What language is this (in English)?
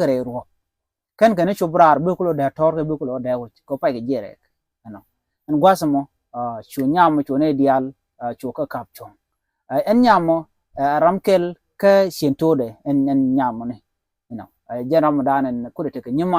Nuer